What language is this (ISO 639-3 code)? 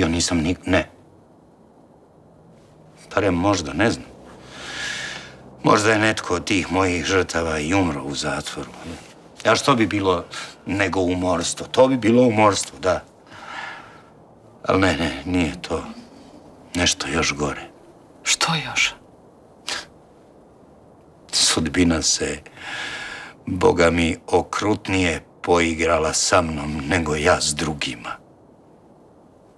hrv